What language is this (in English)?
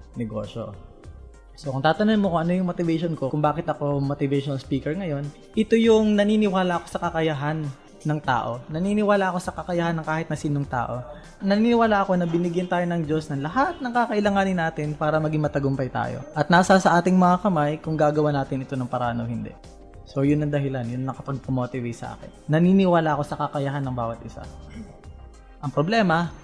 Filipino